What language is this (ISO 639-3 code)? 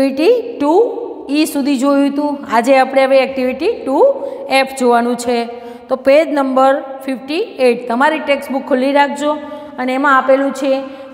guj